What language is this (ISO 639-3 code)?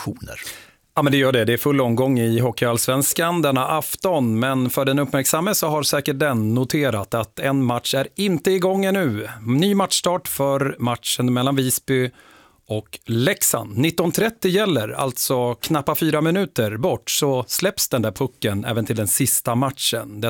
swe